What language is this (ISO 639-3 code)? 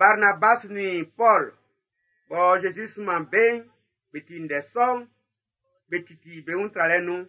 bci